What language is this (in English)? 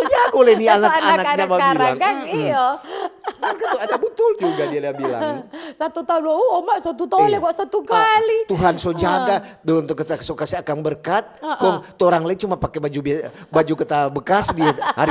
Manado Malay